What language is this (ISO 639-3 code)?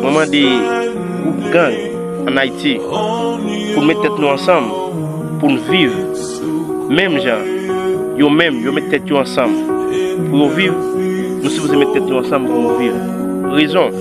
hat